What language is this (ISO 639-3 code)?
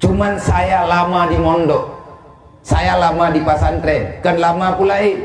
ace